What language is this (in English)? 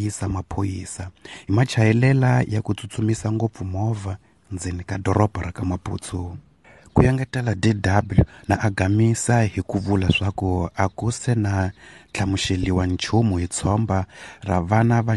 Tsonga